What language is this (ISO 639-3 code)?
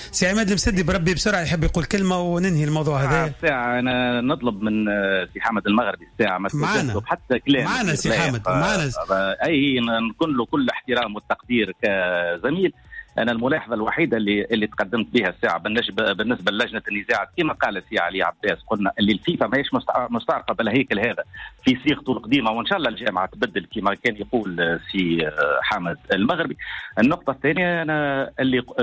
aeb